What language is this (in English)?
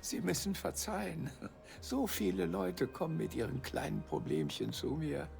Bavarian